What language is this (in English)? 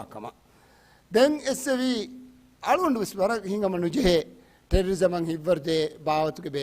Divehi